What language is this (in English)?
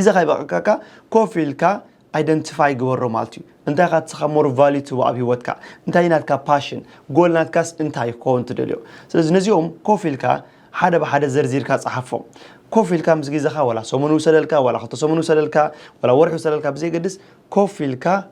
Tigrinya